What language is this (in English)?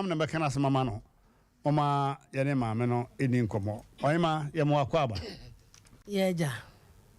Akan